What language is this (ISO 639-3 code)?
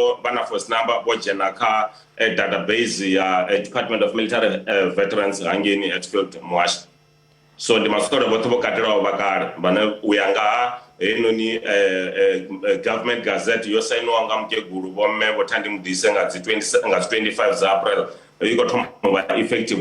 ven